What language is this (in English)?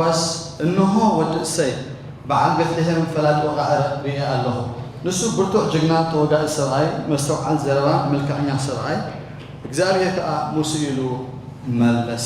Tigrinya